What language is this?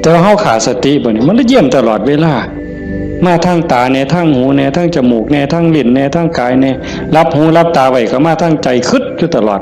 Northeastern Thai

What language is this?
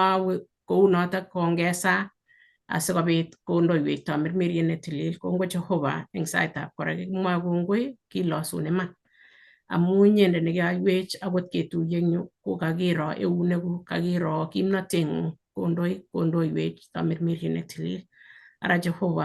Kalenjin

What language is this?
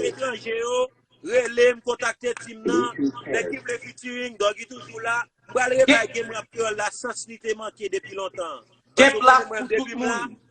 Haitian Creole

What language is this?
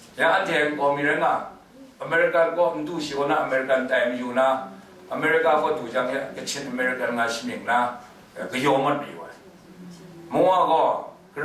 Kachin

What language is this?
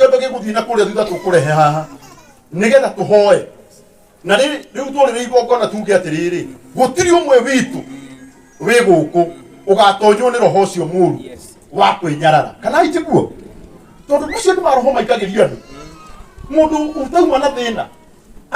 Kikuyu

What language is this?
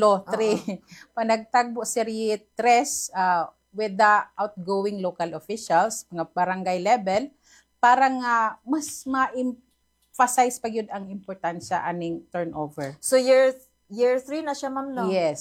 Cebuano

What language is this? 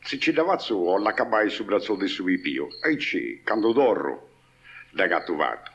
Sardinian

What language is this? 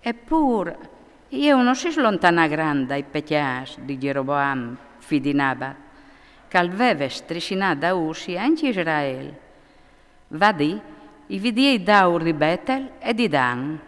Friulian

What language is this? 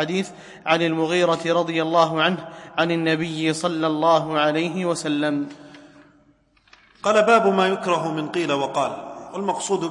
Arabic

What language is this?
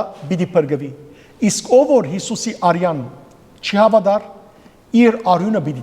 Western Armenian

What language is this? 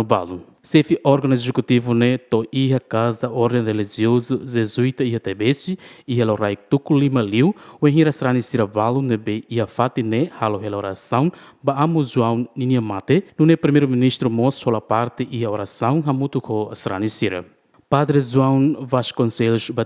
Tetum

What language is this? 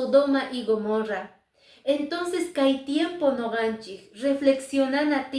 Quechua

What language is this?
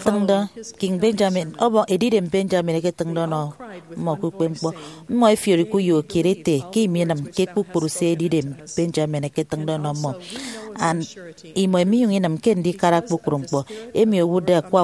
Efik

